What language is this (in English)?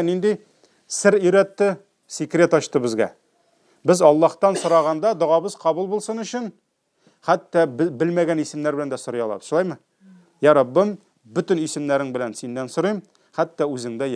Tatar